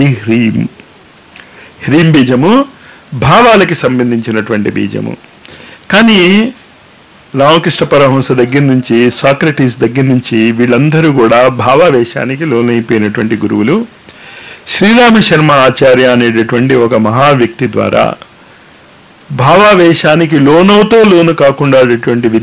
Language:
Telugu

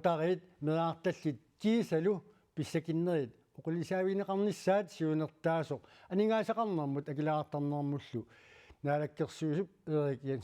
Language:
Kalaallisut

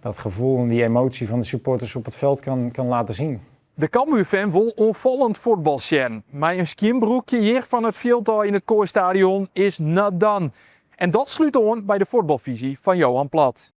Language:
Western Frisian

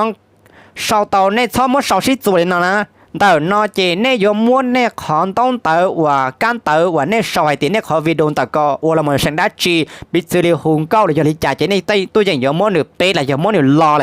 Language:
Hmong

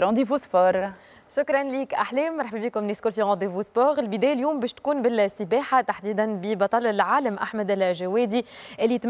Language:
Tunisian Arabic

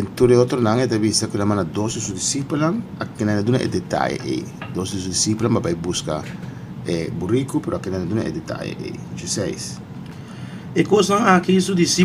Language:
Papiamento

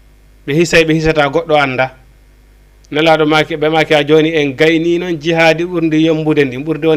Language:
Fula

